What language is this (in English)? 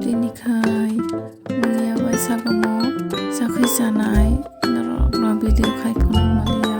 Kok Borok